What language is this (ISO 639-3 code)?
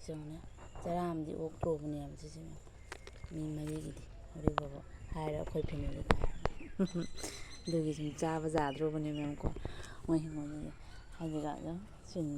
mni